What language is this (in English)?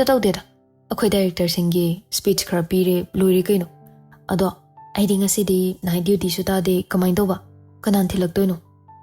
Manipuri